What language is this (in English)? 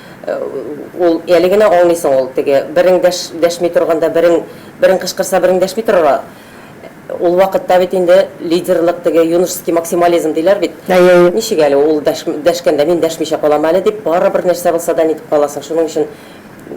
Tatar